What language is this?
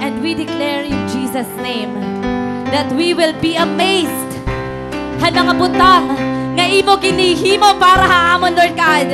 Waray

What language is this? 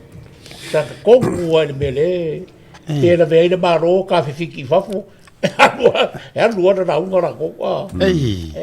Samoan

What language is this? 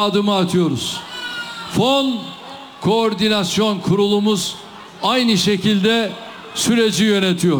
Turkish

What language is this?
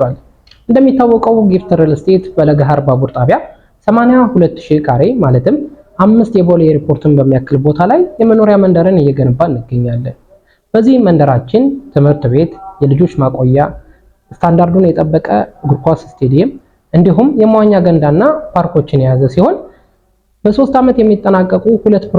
Amharic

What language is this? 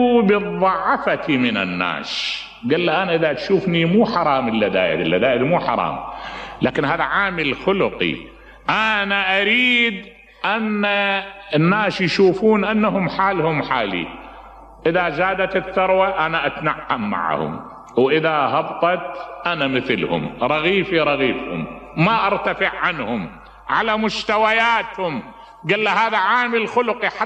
Mesopotamian Arabic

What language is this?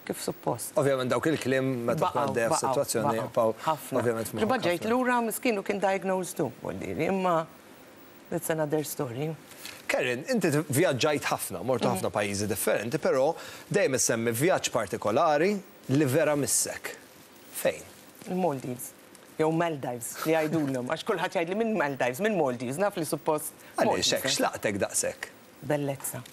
Maltese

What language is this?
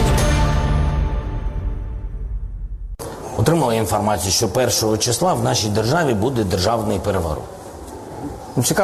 Ukrainian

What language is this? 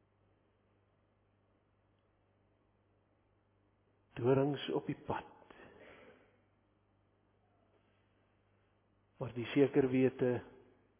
Afrikaans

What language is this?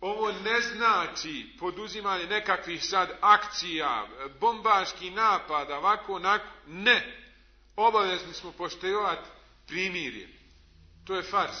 Bosnian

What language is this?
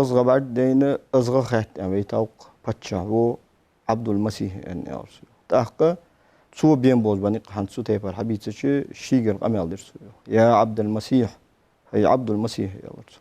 Ingush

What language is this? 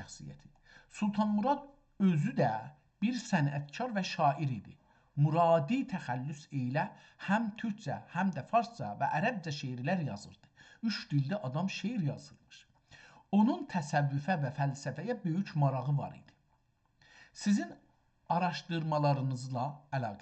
South Azerbaijani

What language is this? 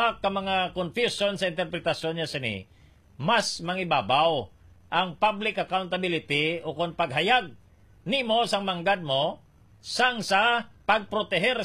Hiligaynon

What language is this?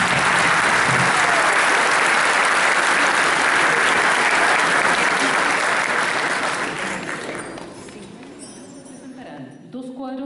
Spanish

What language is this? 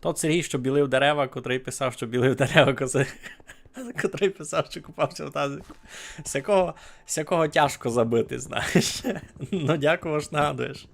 Rusyn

